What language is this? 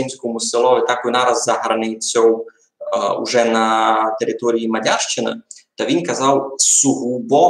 Rusyn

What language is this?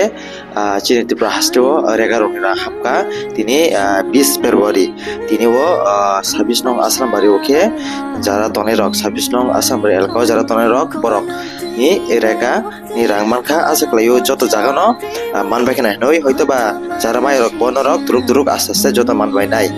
Kok Borok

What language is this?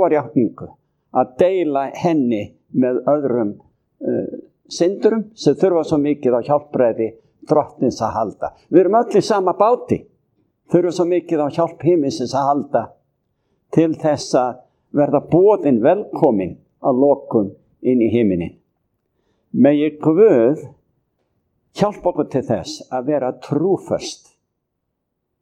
Icelandic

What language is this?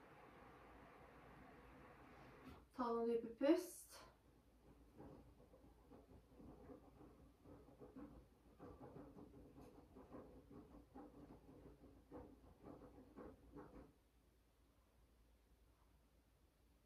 Norwegian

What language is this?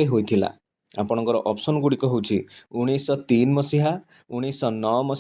Odia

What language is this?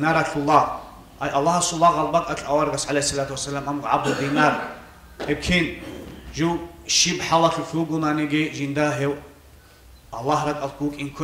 Avaric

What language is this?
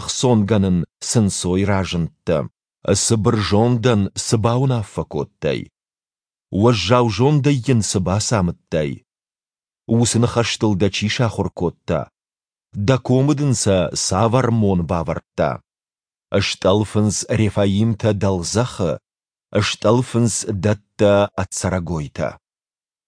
Ossetic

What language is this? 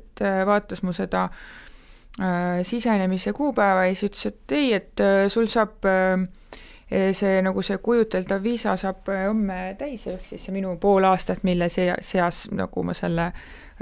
Estonian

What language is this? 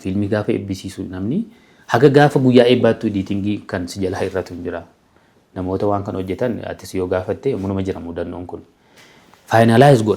Oromo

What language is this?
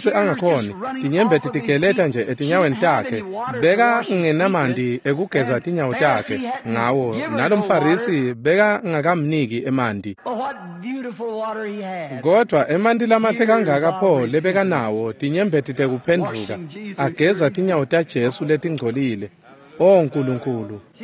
Swati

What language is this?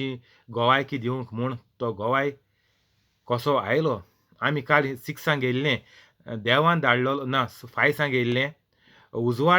Konkani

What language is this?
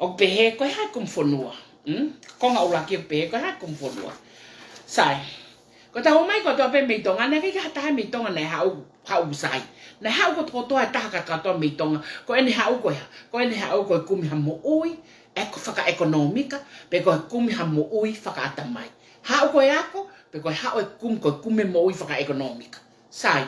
Tongan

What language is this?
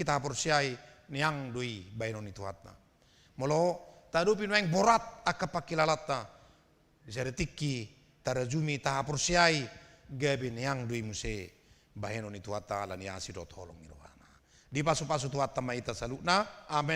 Batak Toba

